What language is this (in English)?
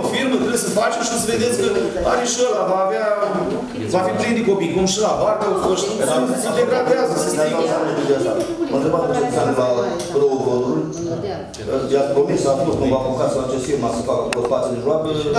Romanian